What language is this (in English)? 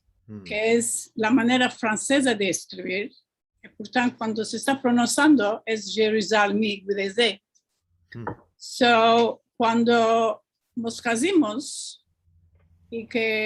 Ladino